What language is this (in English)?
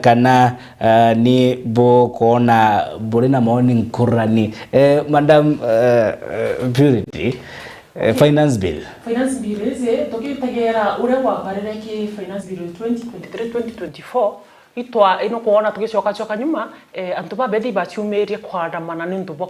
Meru